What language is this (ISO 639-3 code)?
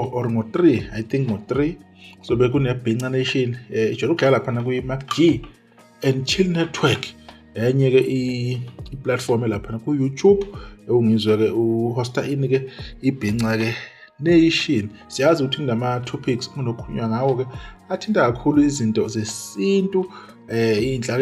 zul